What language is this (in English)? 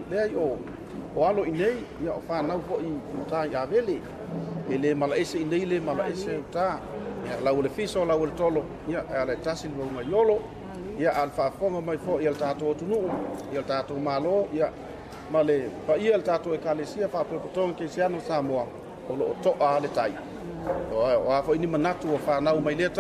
Samoan